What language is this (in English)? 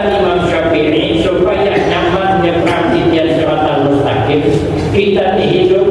Banjar